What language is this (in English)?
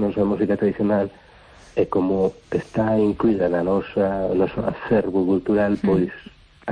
Galician